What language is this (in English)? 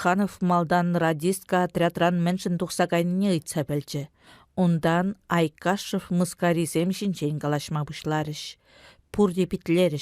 Chuvash